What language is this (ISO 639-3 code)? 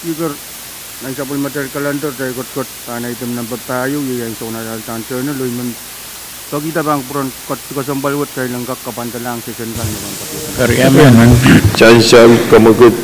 pon